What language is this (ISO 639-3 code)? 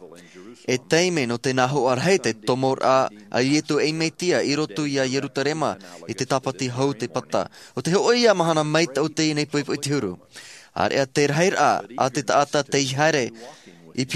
tah